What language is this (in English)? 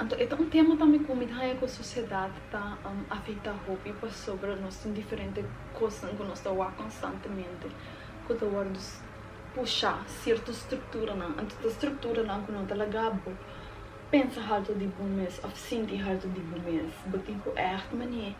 Papiamento